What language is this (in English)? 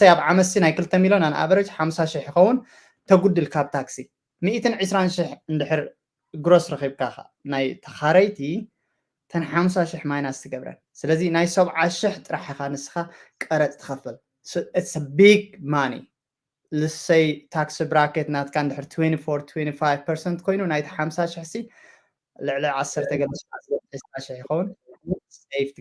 Tigrinya